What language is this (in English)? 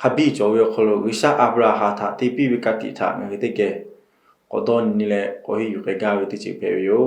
Lahu